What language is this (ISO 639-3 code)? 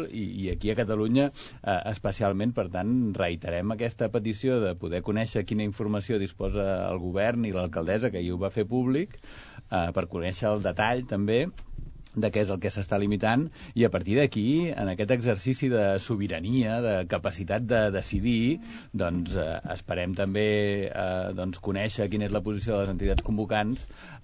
cat